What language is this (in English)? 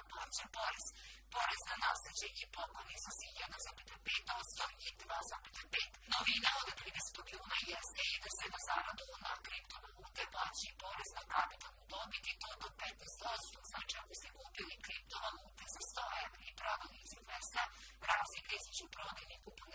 Serbian